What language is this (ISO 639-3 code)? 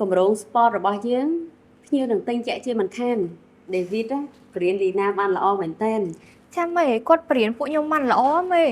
khm